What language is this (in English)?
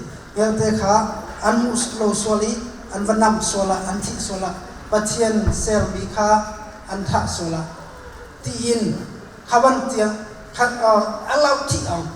Hakha Chin